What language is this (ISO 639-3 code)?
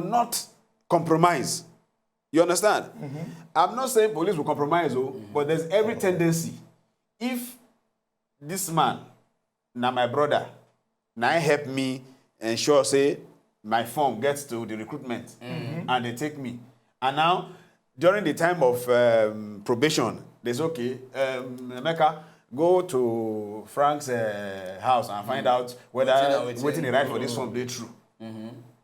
pcm